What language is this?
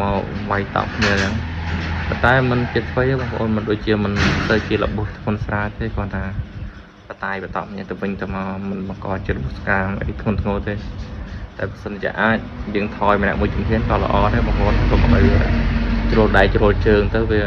Khmer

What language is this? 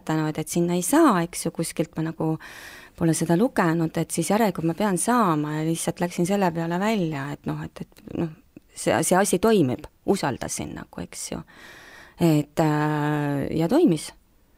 Estonian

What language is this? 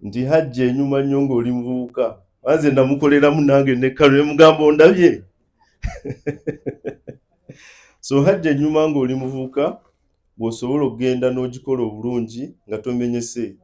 Ganda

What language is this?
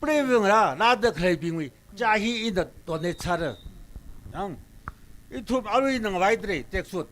Tangkhul Naga (India)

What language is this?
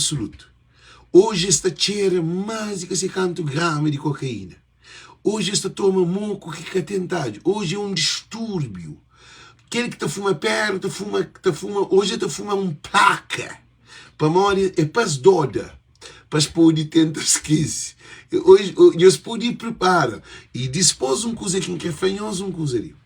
Kabuverdianu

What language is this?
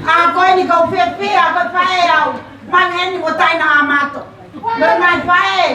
Tongan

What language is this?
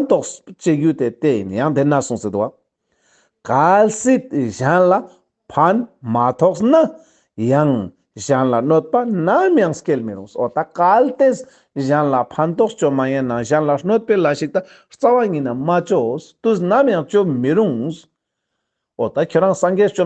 Ladakhi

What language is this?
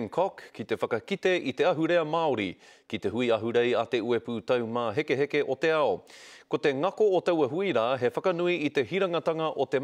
Māori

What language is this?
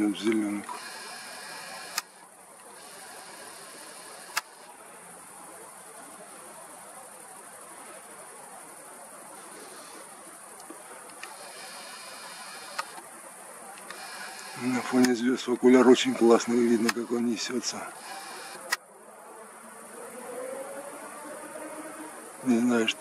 Russian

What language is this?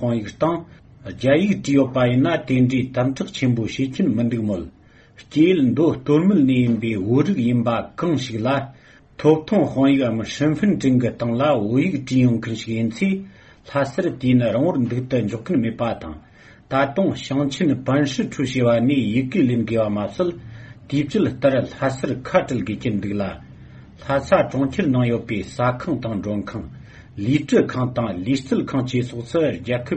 Tibetan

